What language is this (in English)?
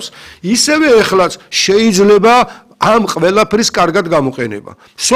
Georgian